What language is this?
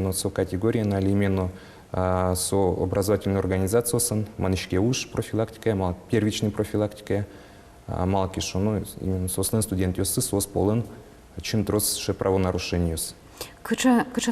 Udmurt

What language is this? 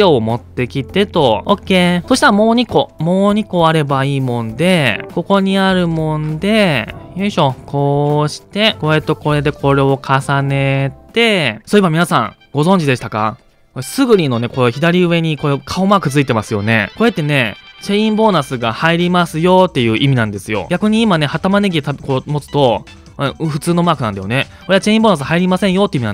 Japanese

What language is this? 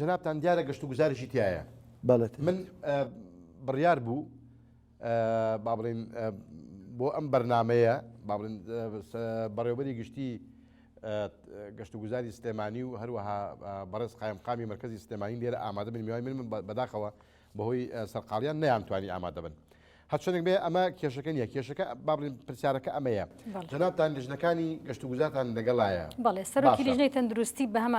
Central Kurdish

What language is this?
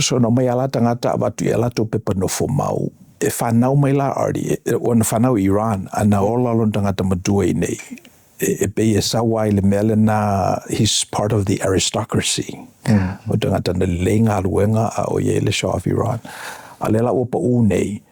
Samoan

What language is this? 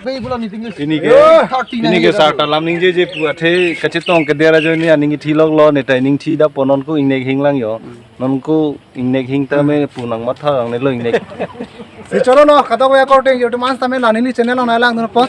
Karbi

